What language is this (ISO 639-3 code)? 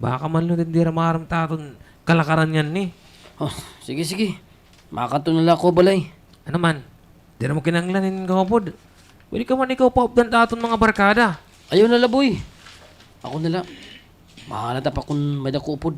war